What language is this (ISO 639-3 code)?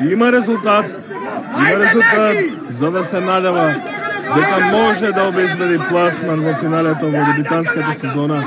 mkd